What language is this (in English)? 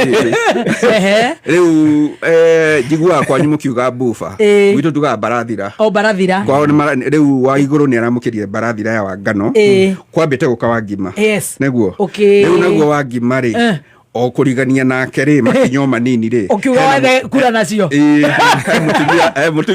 Kikuyu